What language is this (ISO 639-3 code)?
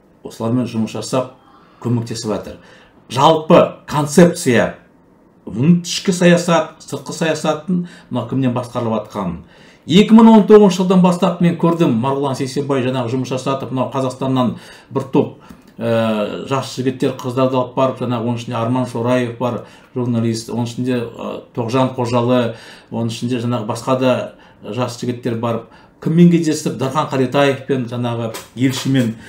kaz